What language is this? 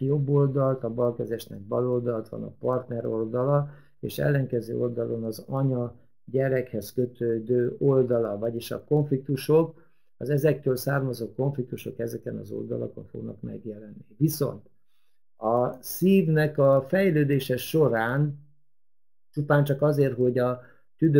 Hungarian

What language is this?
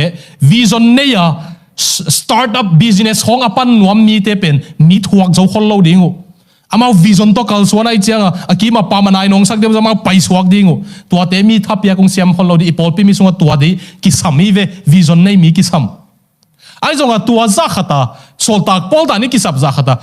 Tedim Chin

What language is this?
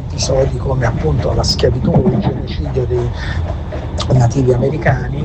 Italian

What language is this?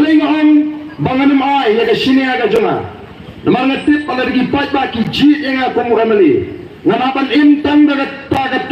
Khasi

